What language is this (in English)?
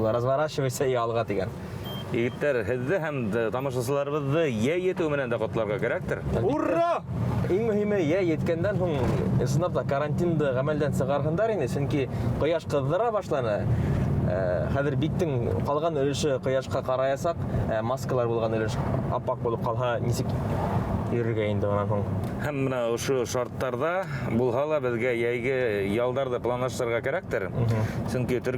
Bashkir